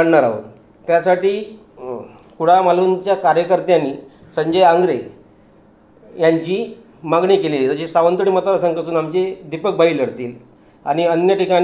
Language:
Marathi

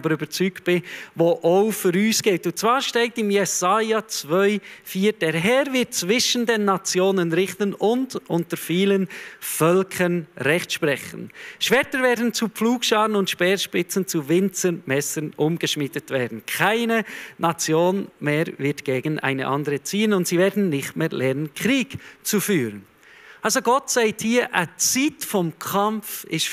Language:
Swiss German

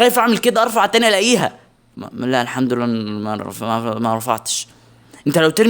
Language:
Egyptian Arabic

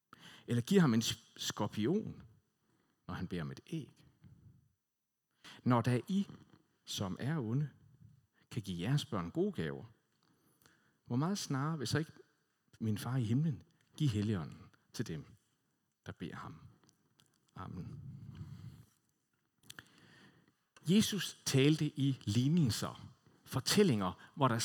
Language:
Danish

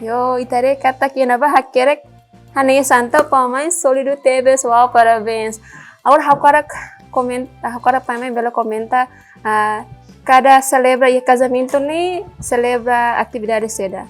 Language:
Tetum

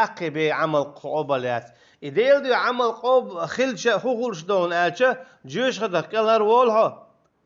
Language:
Chechen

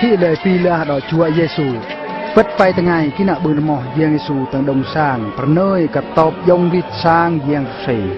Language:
Eastern Bru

